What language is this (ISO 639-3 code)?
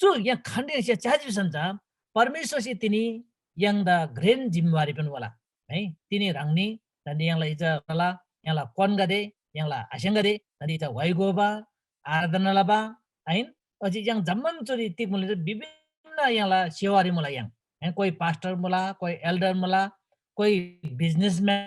taj